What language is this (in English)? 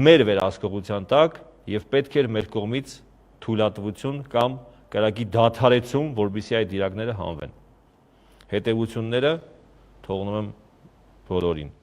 Western Armenian